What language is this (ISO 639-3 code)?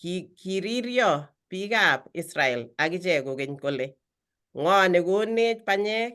kln